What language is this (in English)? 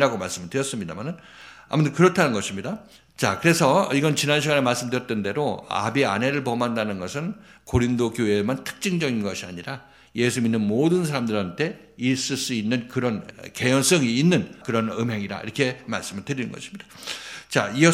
Korean